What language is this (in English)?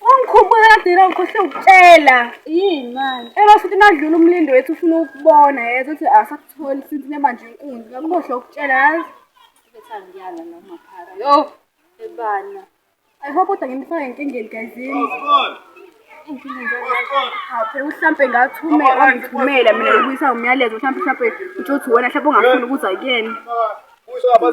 Zulu